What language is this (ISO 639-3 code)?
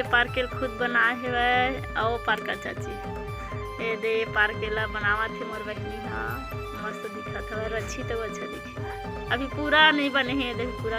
hne